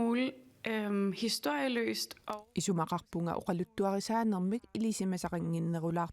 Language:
Kalaallisut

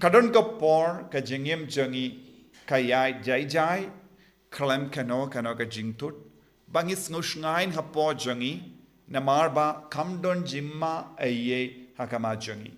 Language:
Khasi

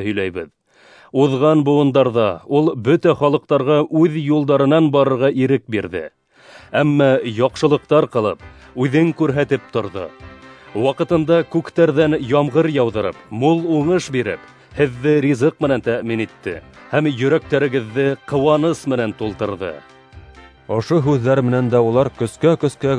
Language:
Bashkir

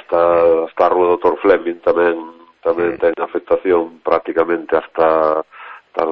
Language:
Galician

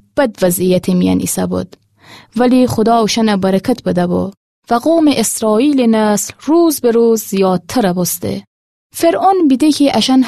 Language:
Gilaki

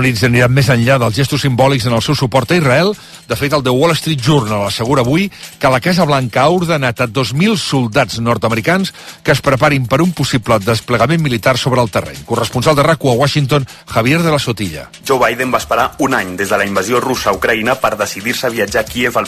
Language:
Catalan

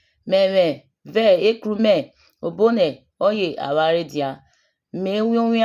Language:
Urhobo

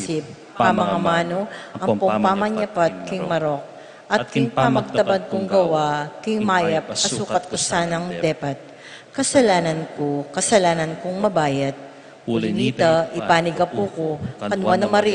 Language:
Pampanga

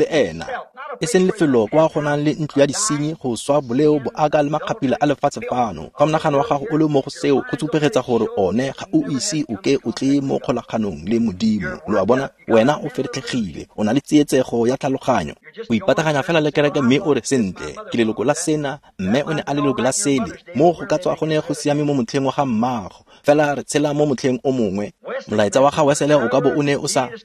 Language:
Tswana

